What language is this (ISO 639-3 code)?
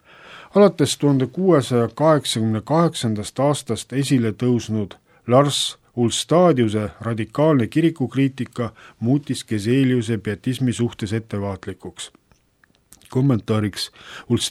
est